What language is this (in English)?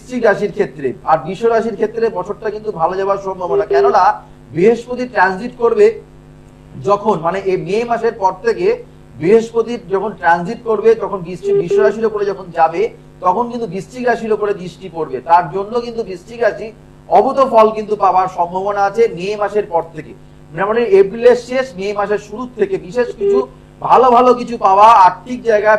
Bangla